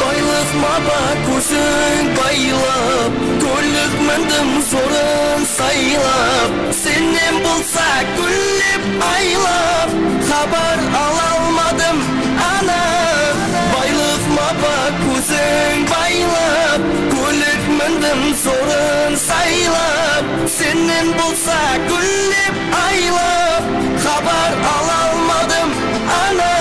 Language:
Kara-Kalpak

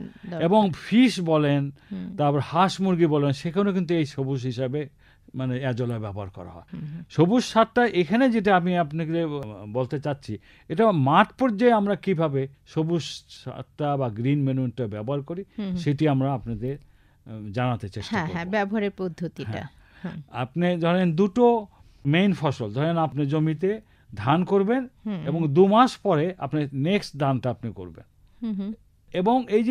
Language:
Bangla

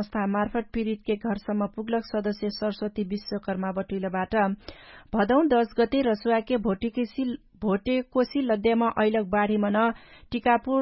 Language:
Dangaura Tharu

